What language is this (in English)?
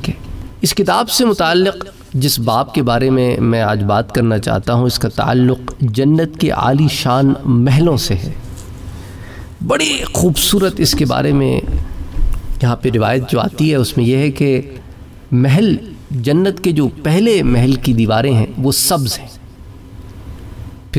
Urdu